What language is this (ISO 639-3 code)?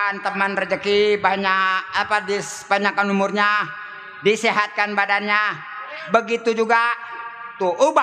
bew